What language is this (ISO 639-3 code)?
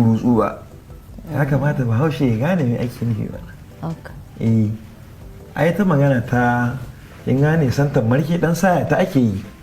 hau